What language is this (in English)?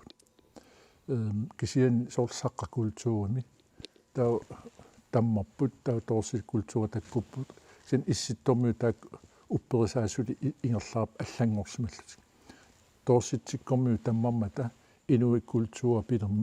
Kalaallisut